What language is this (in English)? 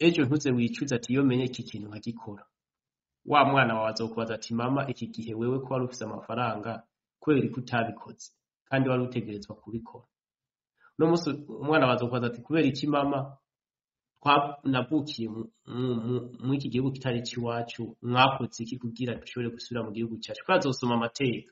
Rundi